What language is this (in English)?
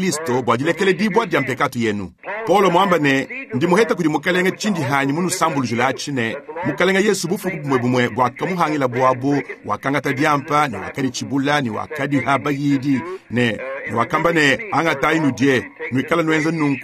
Luba-Lulua